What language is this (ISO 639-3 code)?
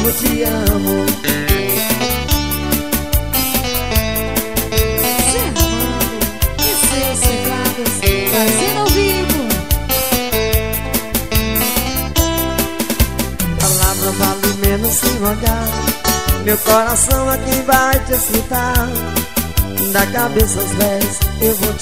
por